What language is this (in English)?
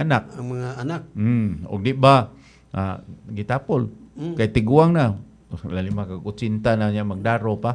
Cebuano